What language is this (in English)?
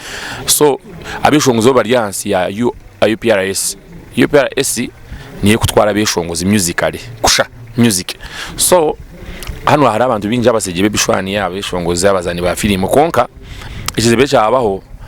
Nyankole